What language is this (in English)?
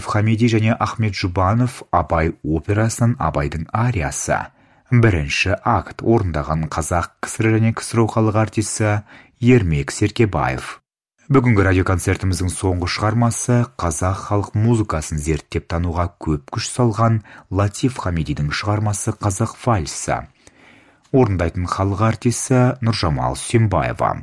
Kazakh